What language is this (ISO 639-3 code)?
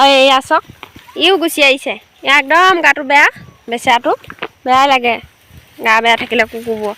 asm